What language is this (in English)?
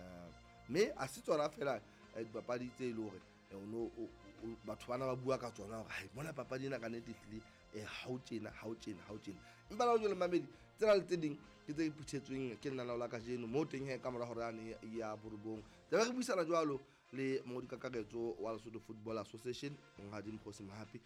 Southern Sotho